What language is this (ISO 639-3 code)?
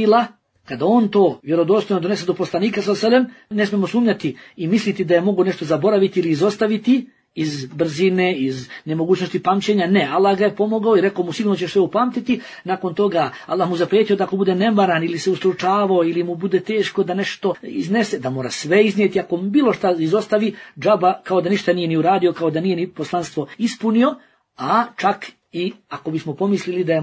bos